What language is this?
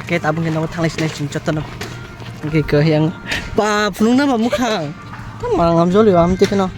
Kok Borok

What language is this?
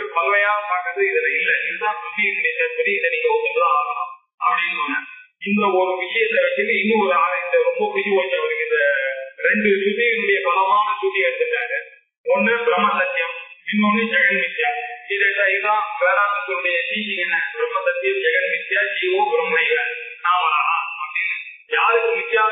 Tamil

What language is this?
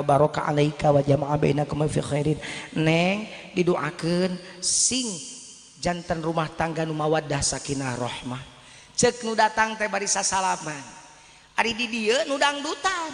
Sundanese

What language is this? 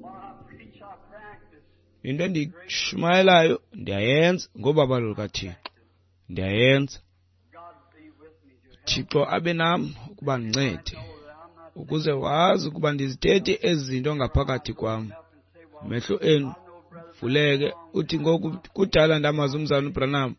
Xhosa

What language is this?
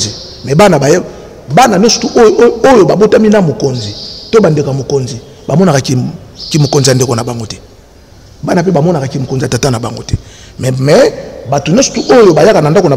Lingala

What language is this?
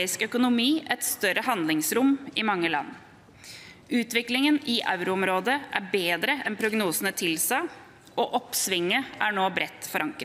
Norwegian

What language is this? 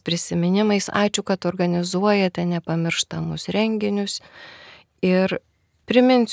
Lithuanian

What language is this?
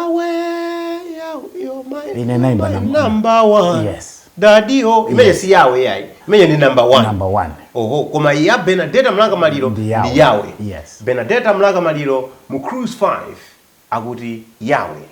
Nyanja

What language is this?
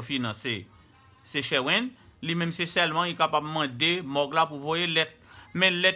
Haitian Creole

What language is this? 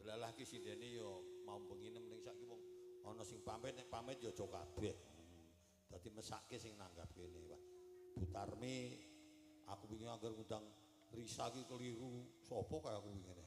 Javanese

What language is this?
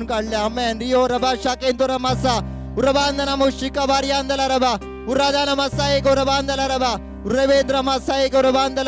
Konkani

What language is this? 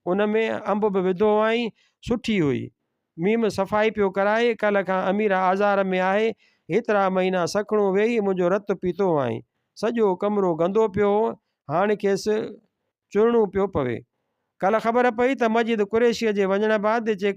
Sindhi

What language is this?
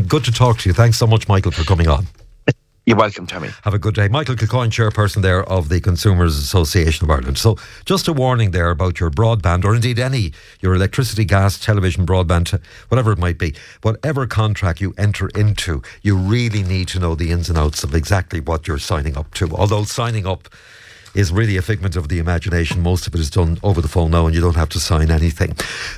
English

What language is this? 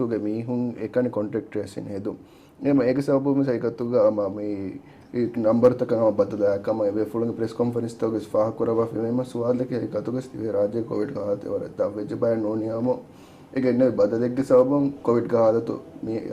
Divehi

